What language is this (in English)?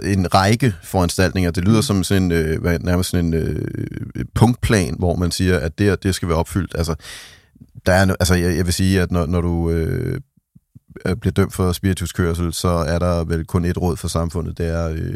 Danish